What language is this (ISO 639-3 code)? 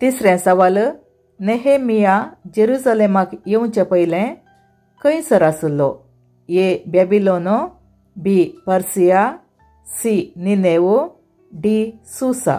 kok